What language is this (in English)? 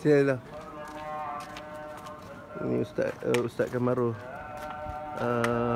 Malay